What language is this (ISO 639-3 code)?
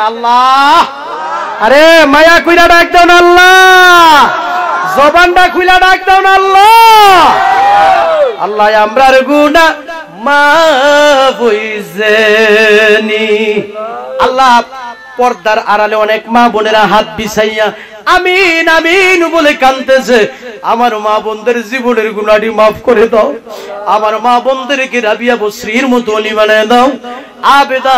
ben